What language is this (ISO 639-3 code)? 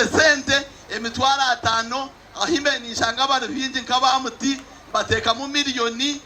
nyn